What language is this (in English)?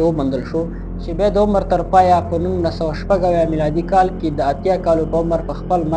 Pashto